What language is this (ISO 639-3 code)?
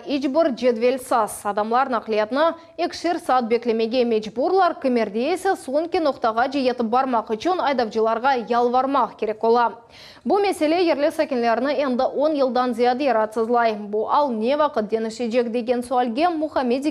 crh